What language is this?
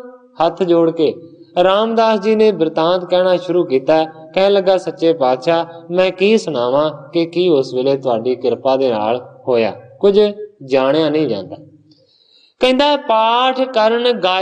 Punjabi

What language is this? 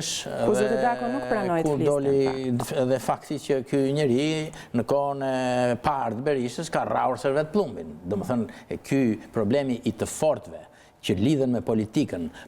Albanian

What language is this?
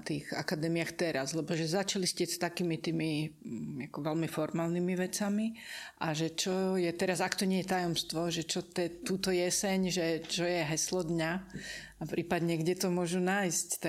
Slovak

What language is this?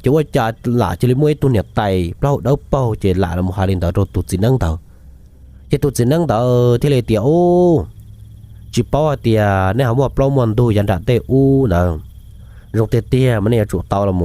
Hmong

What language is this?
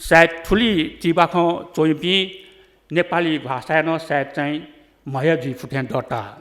Newari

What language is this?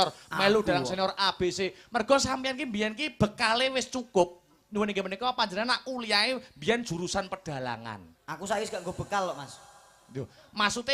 Javanese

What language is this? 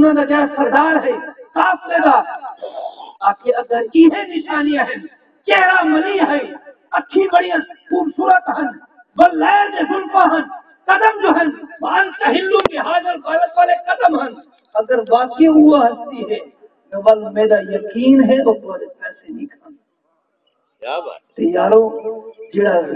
Saraiki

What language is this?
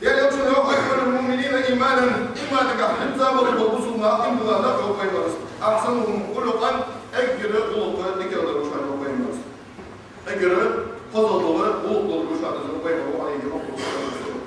Ingush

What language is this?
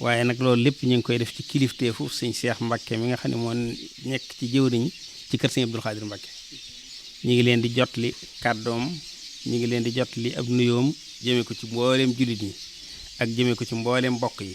Wolof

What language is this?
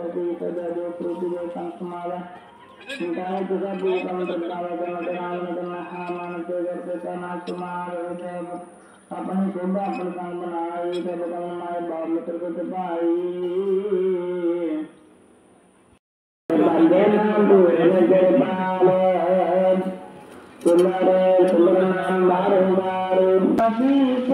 Punjabi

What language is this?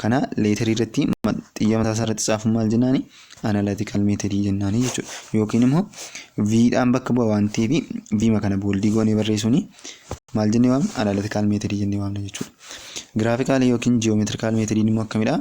Oromo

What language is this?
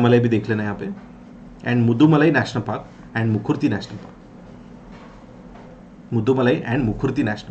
Hindi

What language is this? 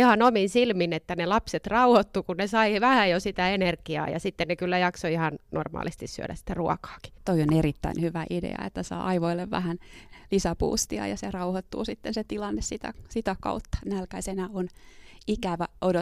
Finnish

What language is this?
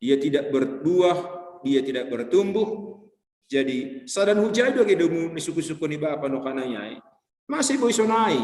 Batak Simalungun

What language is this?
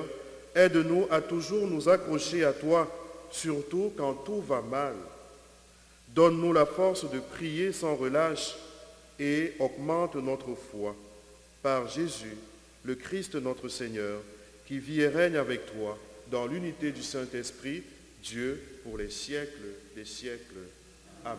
French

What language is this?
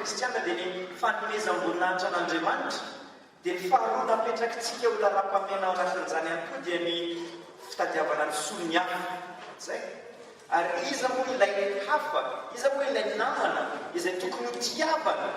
Malagasy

